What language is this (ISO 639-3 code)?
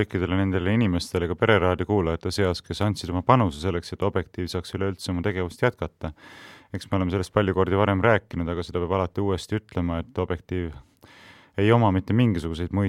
est